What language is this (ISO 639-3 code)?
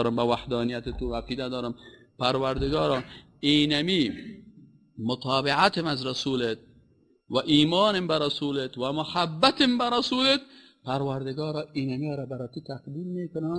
fas